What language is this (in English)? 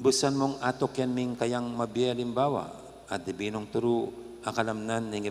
Pampanga